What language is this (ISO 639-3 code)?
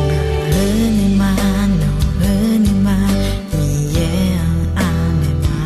ahk